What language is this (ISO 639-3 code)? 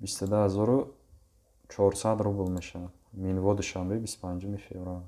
tgk